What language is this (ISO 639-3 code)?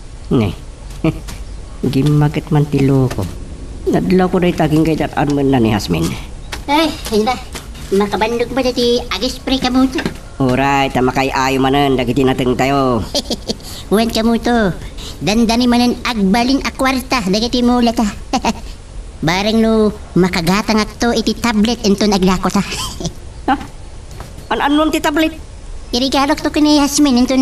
ilo